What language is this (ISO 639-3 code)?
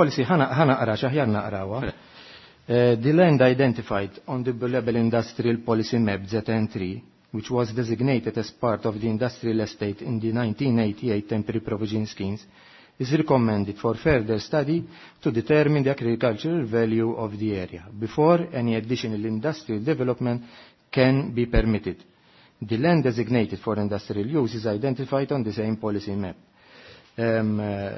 mlt